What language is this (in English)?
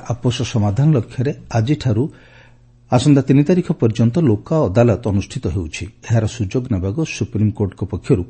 Odia